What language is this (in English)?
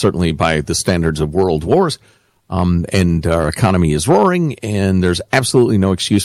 English